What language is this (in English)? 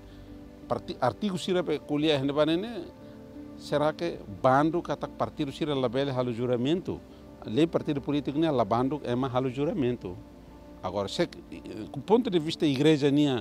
Tetum